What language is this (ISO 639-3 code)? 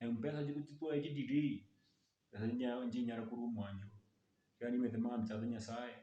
guz